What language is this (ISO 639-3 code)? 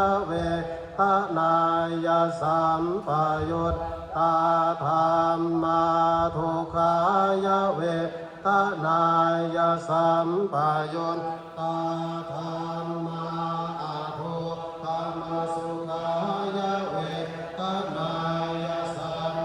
pli